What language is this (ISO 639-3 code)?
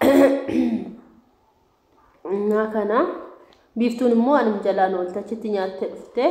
orm